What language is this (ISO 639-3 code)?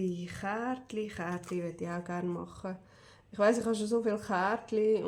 gsw